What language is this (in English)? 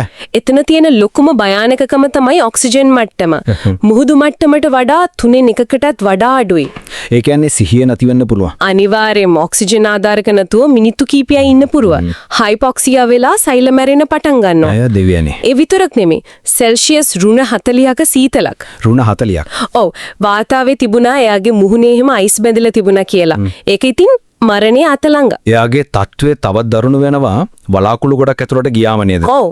Sinhala